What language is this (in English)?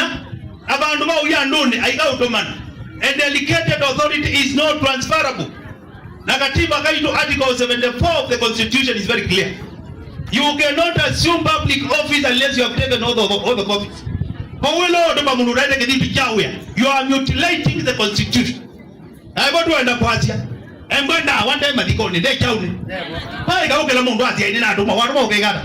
Kamba